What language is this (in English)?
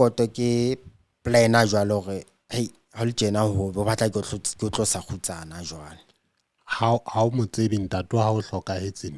Southern Sotho